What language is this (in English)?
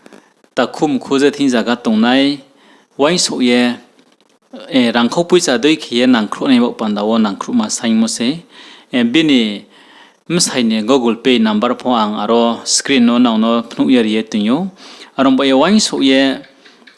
Riang (India)